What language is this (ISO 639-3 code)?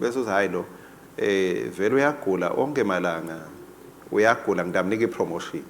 ssw